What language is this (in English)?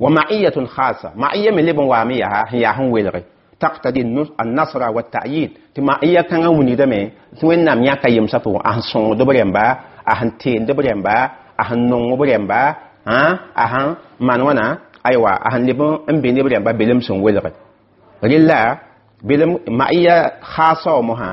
Mossi